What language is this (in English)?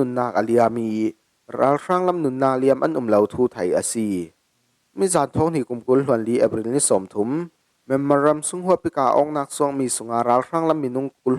Falam Chin